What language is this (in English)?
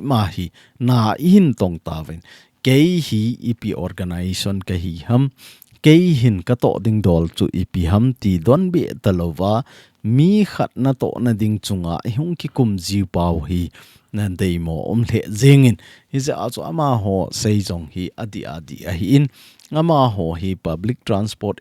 Thado Chin